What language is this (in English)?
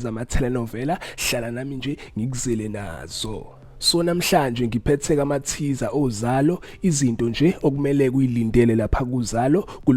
Zulu